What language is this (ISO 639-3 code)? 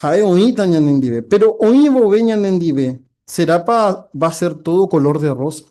grn